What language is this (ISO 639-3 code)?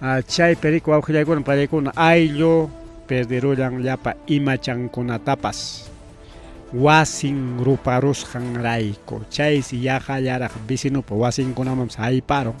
quy